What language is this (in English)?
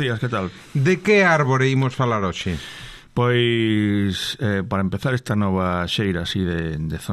Galician